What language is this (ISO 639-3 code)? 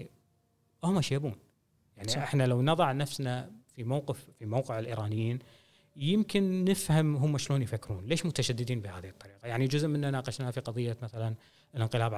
afb